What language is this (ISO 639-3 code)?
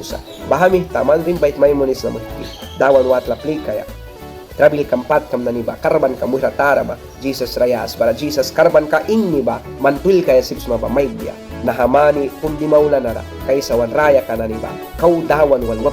miq